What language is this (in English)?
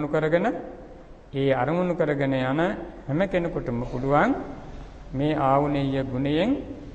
Sinhala